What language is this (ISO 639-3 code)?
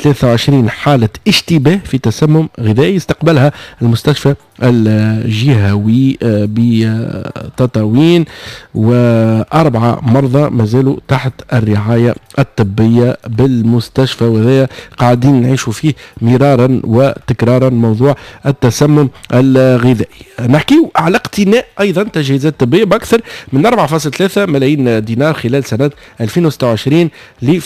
aeb